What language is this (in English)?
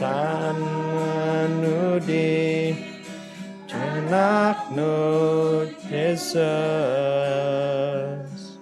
Central Dusun